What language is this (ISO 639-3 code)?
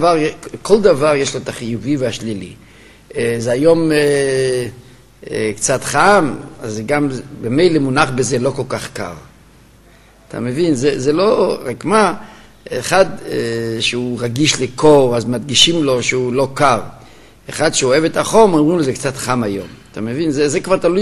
heb